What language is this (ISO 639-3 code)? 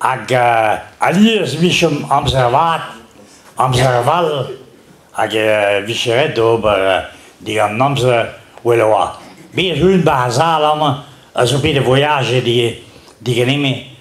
bre